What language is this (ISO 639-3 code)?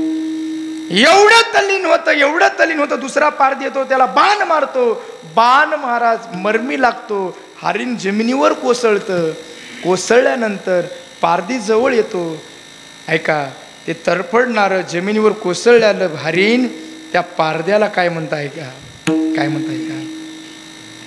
mar